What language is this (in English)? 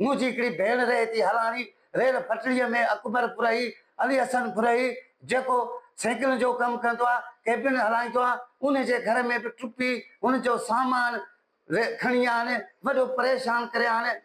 Sindhi